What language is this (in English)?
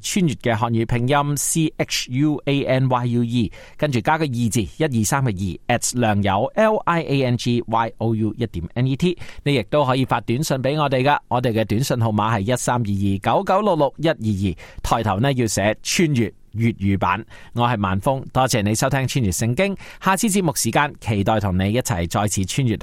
Cantonese